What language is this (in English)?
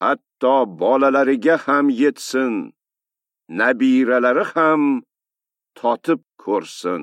Uzbek